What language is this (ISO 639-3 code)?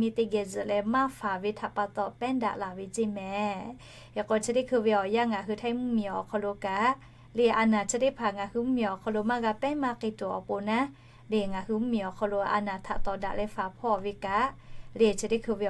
lhu